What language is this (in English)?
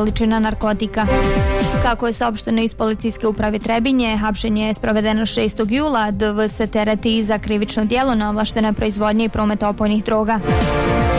Bosnian